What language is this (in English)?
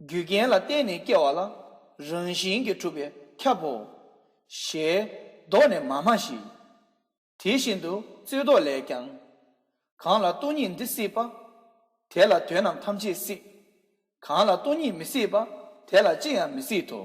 Tibetan